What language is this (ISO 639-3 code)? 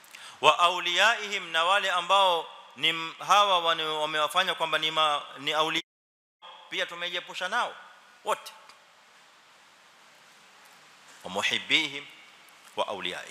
swa